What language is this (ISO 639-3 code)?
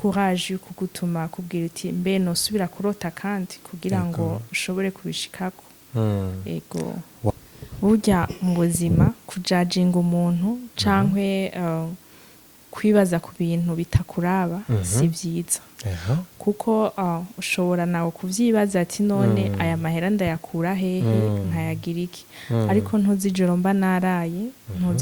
run